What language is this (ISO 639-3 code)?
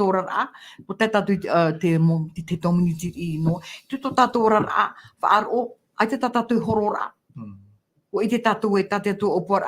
tah